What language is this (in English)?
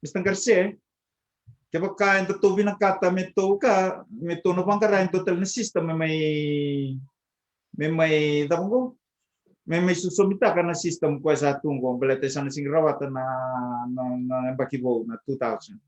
Fijian